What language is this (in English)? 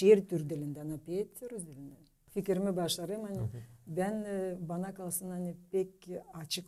Gagauz